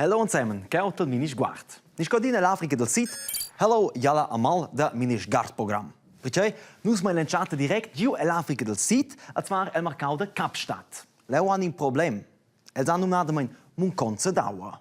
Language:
Romansh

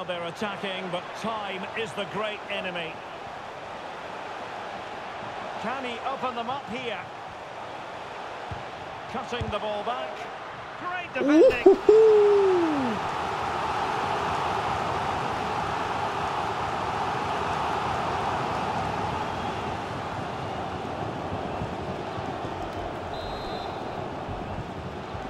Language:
English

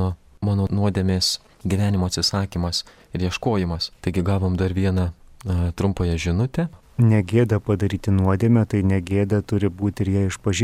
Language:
Lithuanian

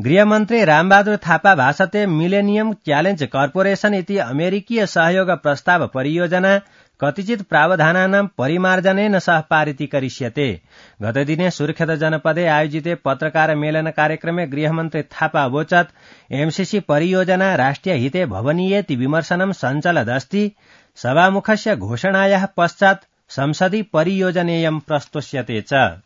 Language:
Sanskrit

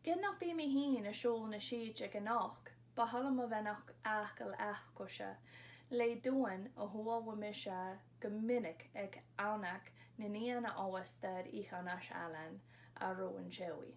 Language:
Scottish Gaelic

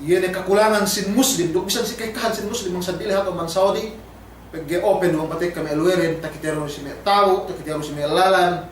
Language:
Yakan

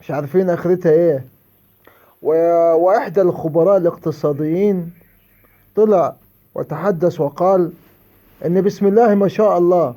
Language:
Egyptian Arabic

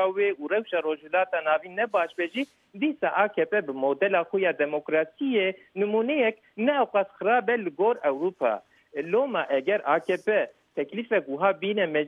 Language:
Kurdish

